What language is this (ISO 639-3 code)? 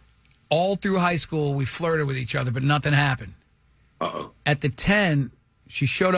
eng